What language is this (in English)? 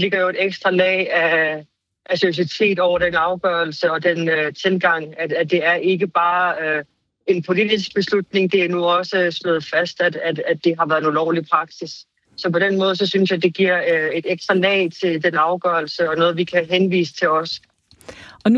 Danish